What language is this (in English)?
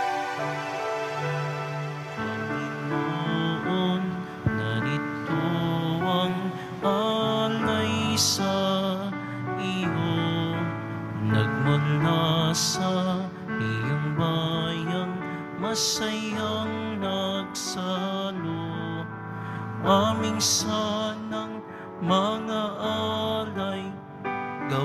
Filipino